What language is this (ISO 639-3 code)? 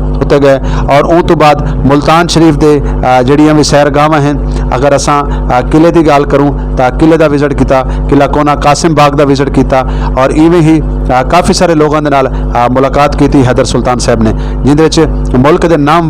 skr